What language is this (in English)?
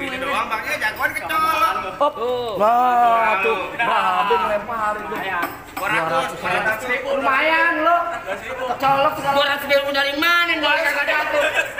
Betawi